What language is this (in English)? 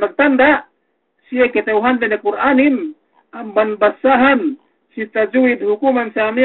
Yakan